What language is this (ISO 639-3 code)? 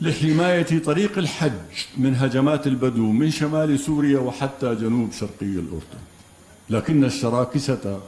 apc